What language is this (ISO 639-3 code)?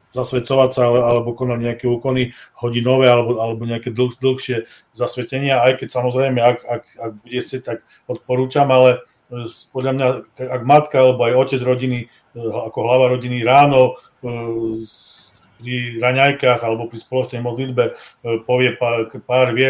slk